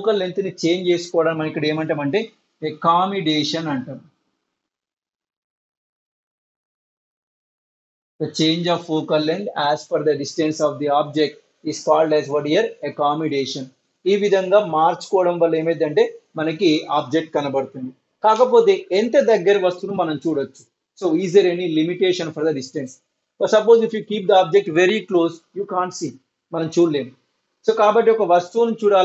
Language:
Telugu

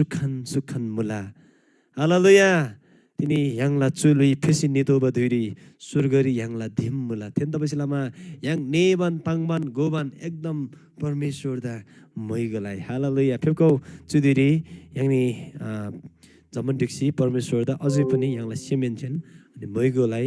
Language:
Eastern Tamang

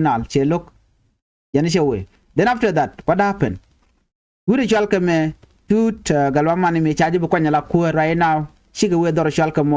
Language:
Nuer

